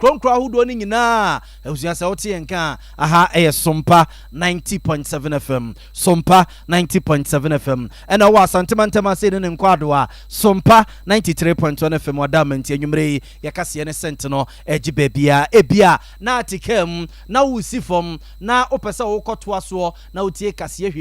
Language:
Akan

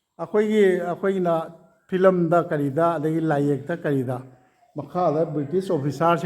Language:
Manipuri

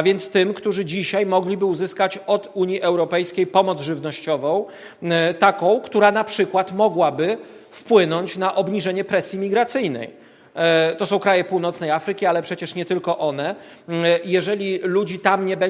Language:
Polish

